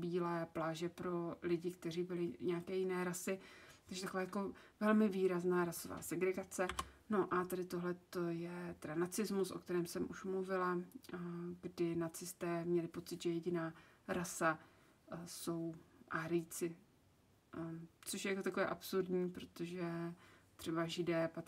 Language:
Czech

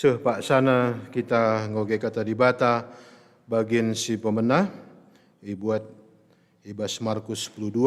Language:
Batak Karo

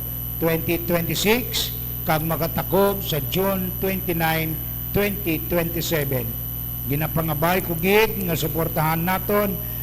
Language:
Hiligaynon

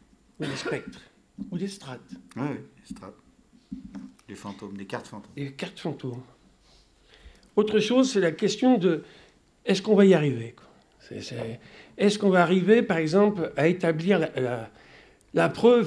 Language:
French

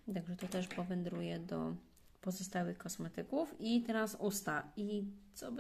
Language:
Polish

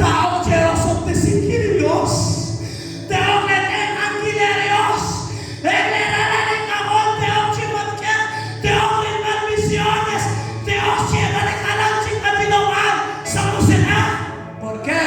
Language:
Kekchí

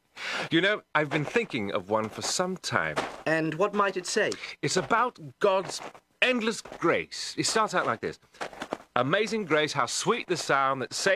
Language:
English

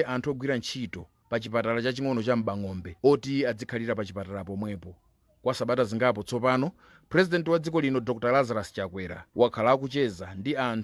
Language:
Nyanja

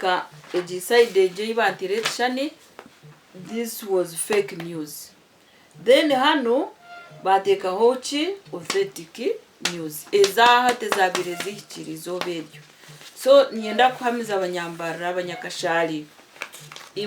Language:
Nyankole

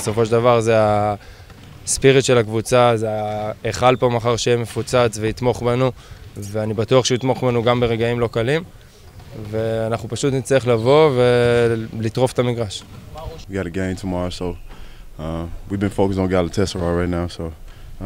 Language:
Hebrew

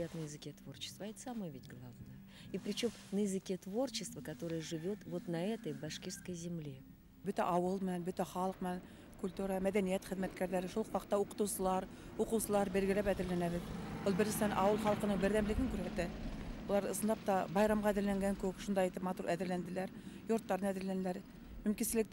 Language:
Bashkir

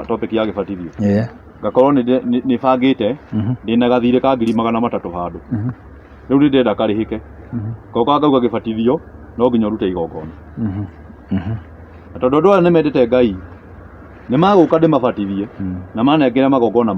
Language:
Kikuyu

